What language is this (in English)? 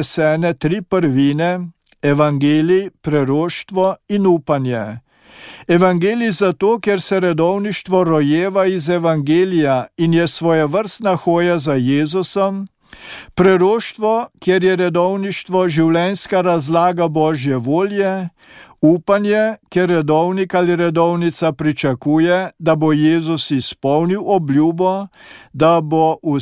Slovenian